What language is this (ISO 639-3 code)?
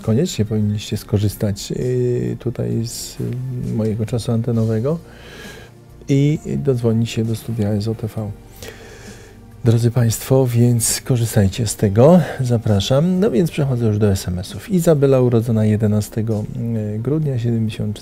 pol